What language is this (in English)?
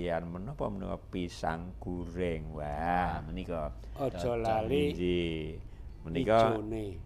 Javanese